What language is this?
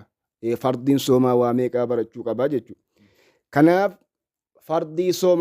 Oromo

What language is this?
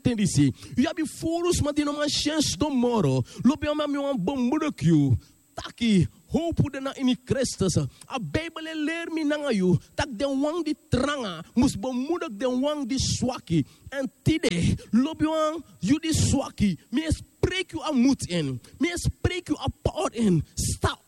Sranan Tongo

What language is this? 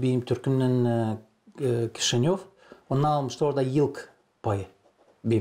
Gagauz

